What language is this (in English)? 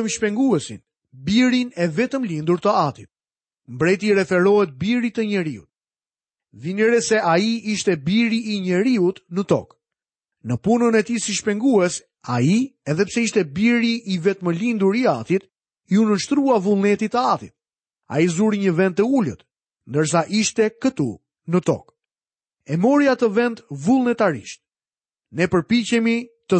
Albanian